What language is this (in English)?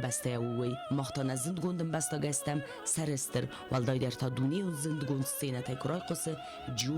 Ossetic